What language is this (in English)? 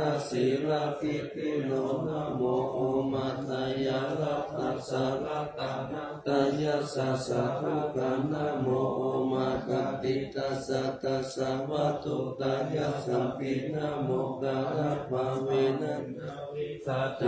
Pali